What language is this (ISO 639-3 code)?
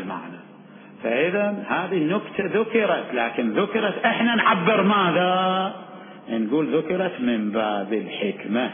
acm